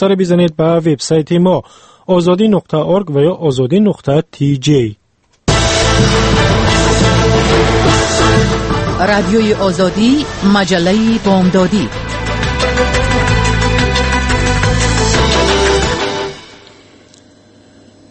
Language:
Persian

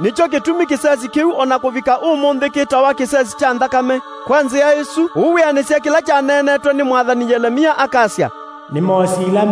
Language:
Kamba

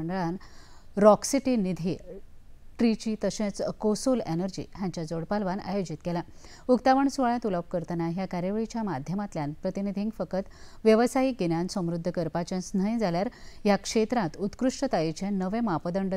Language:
Konkani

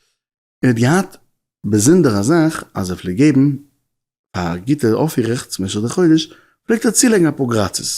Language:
Yiddish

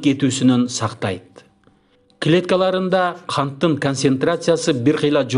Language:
Kyrgyz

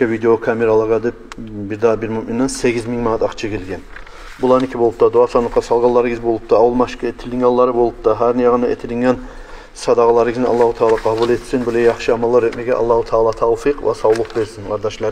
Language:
Kumyk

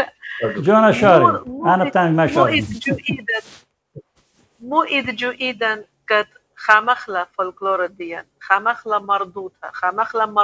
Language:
Assyrian Neo-Aramaic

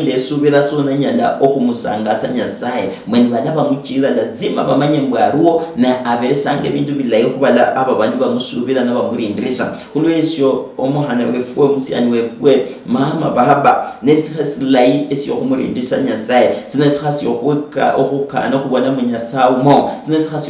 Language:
Luyia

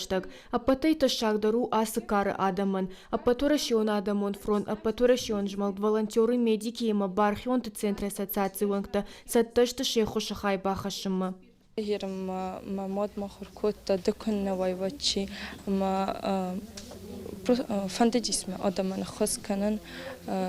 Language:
Ossetic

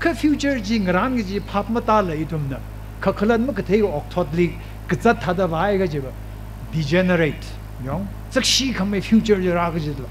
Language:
Tangkhul Naga (India)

